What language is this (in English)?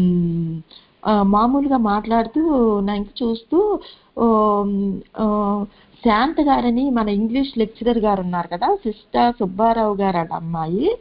Telugu